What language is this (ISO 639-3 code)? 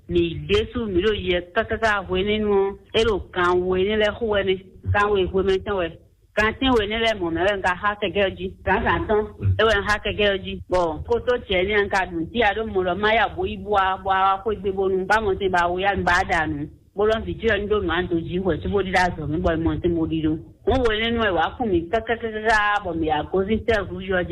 fon